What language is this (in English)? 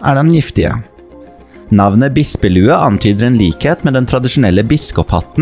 Norwegian